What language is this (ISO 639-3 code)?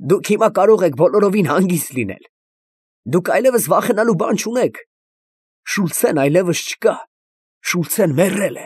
hye